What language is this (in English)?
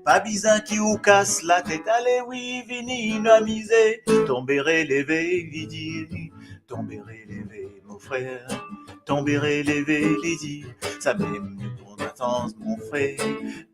Morisyen